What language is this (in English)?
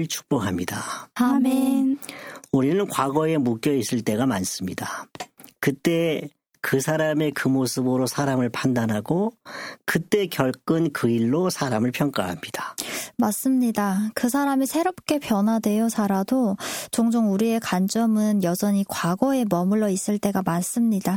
Korean